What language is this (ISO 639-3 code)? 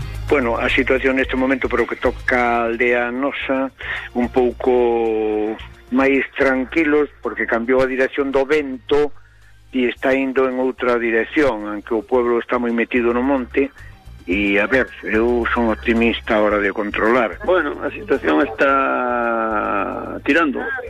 glg